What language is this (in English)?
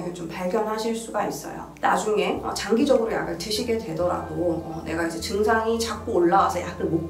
Korean